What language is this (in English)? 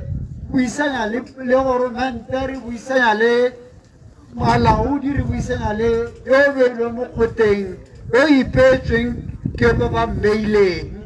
Tswana